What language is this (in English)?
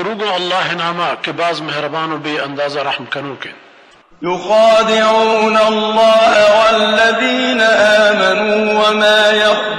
Baluchi